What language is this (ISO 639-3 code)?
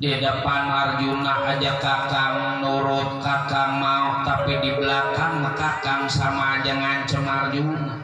bew